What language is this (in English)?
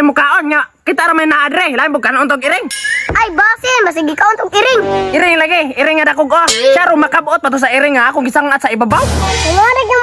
Cebuano